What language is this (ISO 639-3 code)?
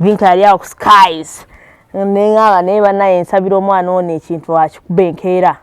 lug